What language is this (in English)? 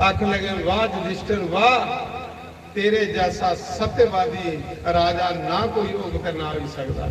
Dogri